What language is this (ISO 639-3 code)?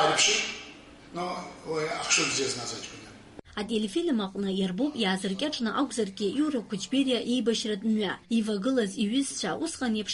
abk